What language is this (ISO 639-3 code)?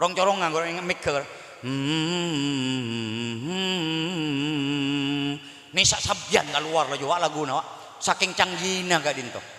mad